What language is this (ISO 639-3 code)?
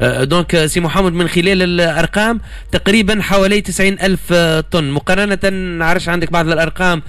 aeb